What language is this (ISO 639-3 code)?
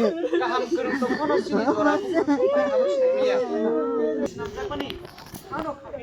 trp